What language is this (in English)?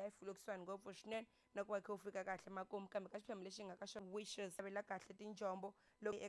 Tsonga